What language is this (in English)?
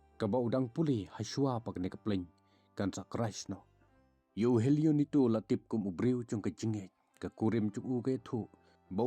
Khasi